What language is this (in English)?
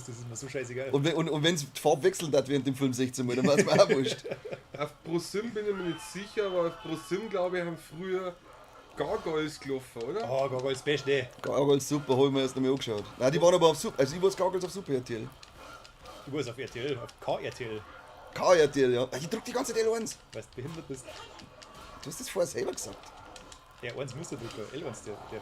Bavarian